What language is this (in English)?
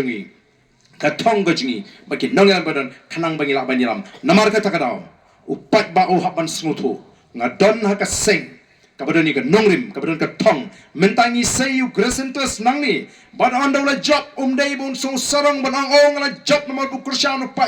Khasi